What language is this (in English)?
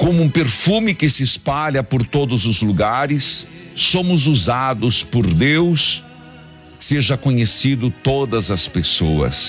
Portuguese